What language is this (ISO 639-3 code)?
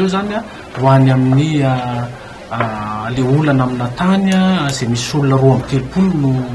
mlg